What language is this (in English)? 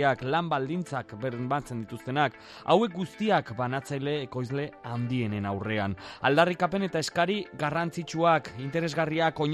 Basque